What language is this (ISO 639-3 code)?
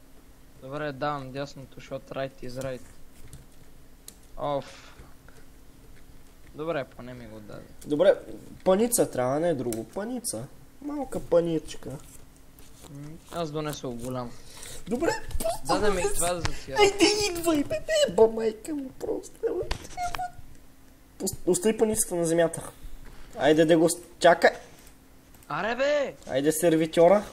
bul